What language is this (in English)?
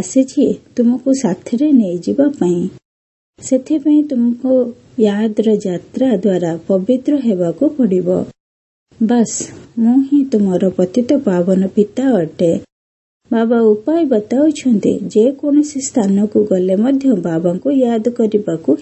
Odia